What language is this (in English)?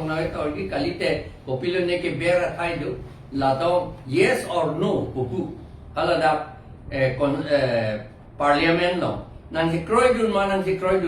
Karbi